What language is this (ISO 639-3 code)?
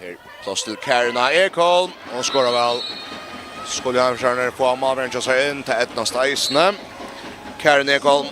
fao